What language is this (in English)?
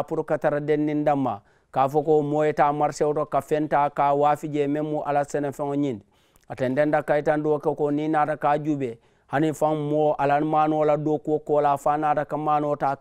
Mandingo